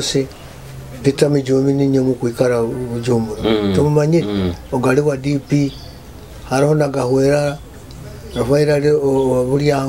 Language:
Nyoro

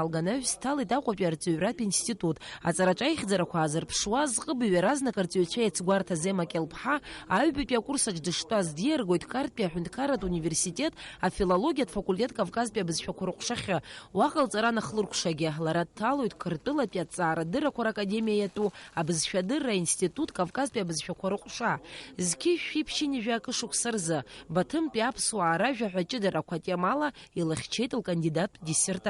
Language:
Abkhazian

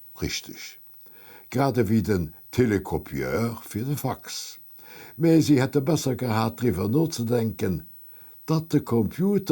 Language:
Luxembourgish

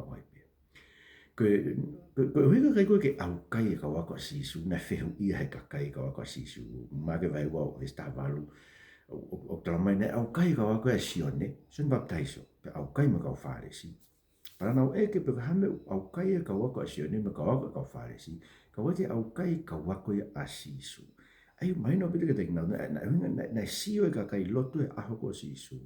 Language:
Tongan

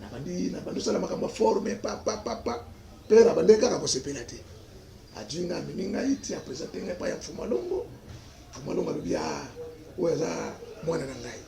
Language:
Lingala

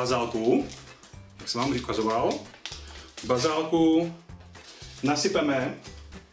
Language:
Czech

